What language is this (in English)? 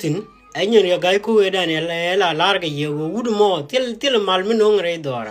Nuer